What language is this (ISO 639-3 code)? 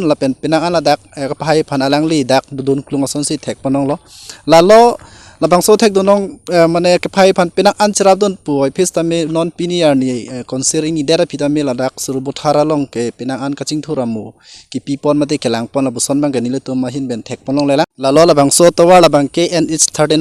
mjw